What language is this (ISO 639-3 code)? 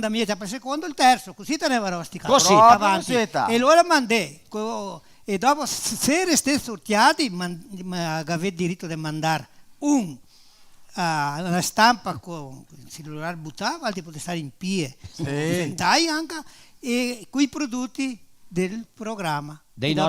vec